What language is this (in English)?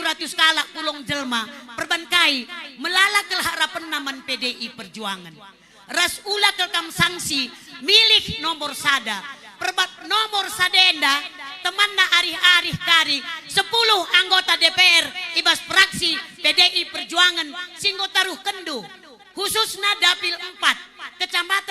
Batak Karo